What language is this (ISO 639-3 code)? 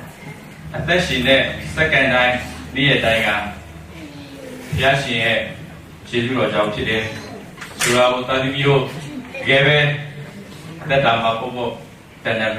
mya